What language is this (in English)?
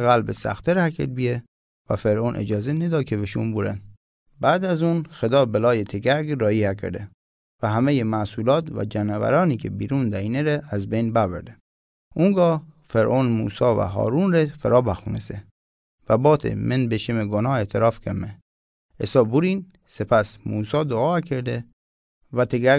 Mazanderani